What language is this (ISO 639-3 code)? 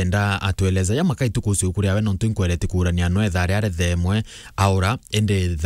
mer